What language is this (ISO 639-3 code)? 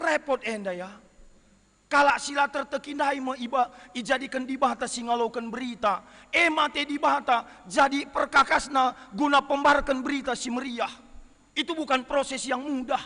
btx